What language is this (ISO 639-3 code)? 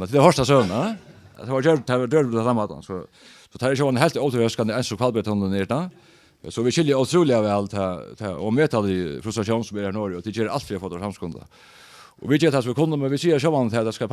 fao